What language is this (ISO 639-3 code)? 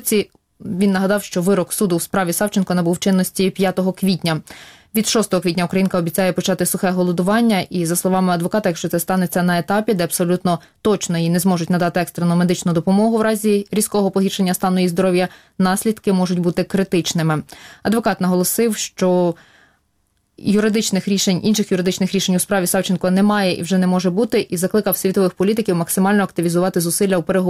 ukr